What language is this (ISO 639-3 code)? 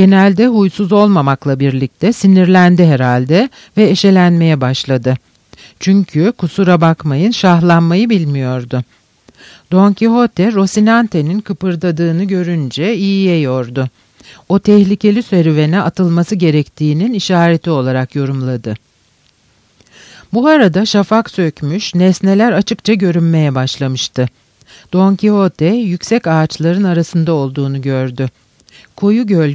tur